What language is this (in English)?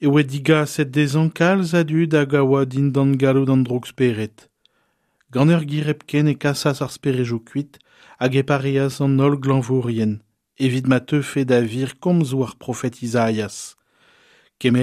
Breton